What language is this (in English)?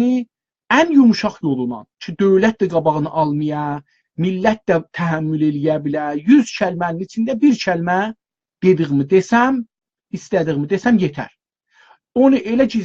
South Azerbaijani